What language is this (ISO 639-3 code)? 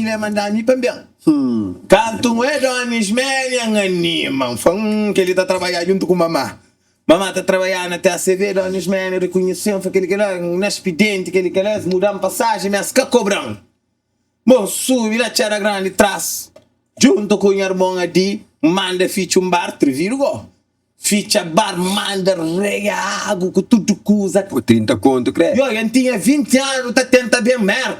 kea